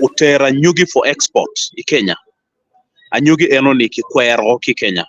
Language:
Acoli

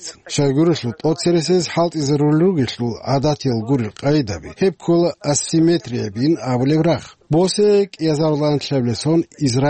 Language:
Avaric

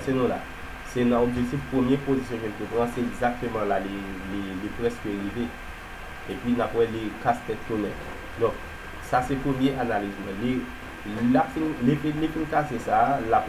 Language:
Haitian Creole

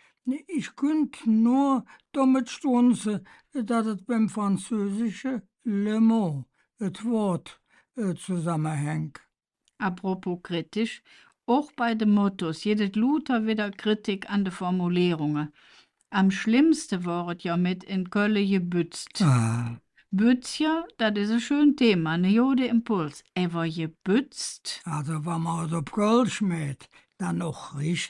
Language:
Colognian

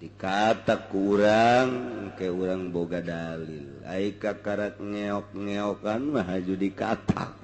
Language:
Sundanese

